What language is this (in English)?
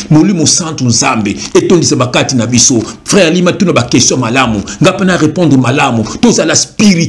Lingala